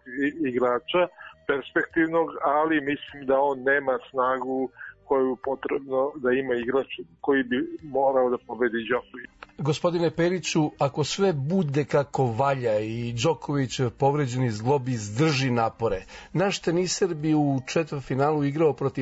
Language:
Serbian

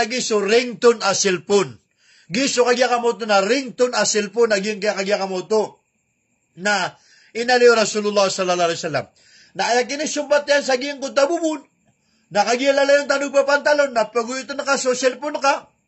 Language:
Maranao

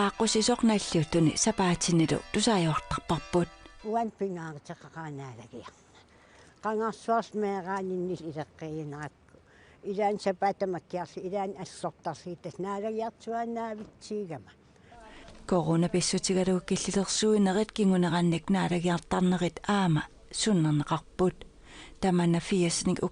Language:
Kalaallisut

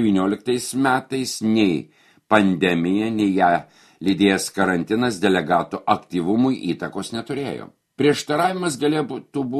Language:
Lithuanian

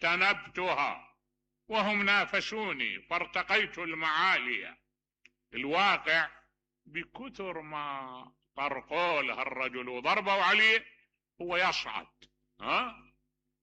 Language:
Mesopotamian Arabic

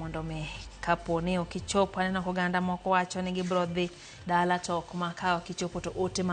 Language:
Luo (Kenya and Tanzania)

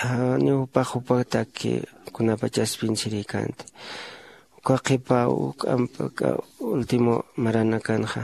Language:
Aymara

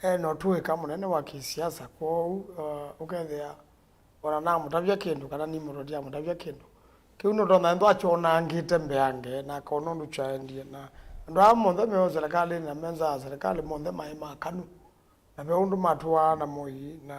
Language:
Kamba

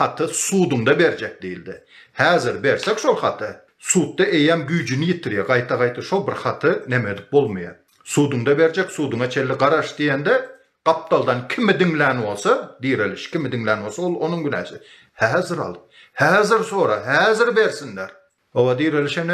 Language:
Turkmen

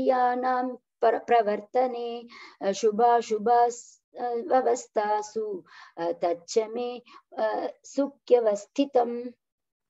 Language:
Sanskrit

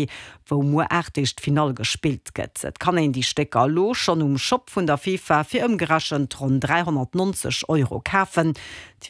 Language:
Luxembourgish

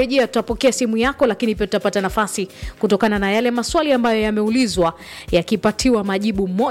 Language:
Swahili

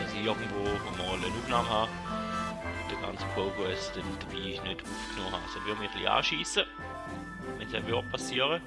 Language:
Swiss German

